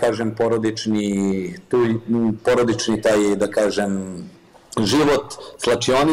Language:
Serbian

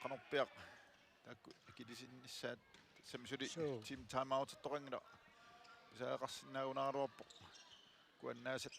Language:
Kalaallisut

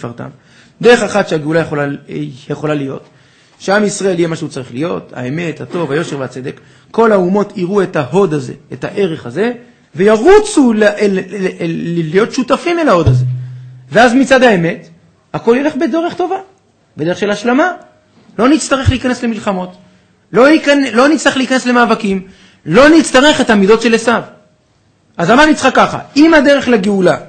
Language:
Hebrew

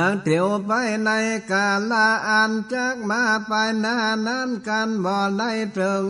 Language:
Northern Thai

